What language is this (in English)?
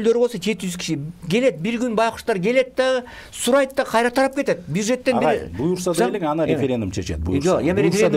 Kyrgyz